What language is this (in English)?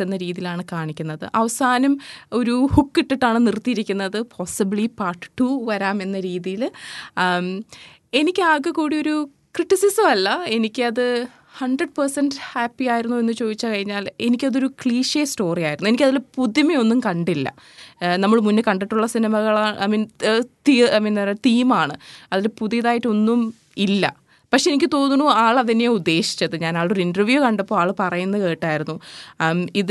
Malayalam